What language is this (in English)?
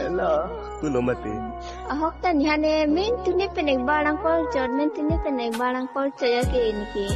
Karbi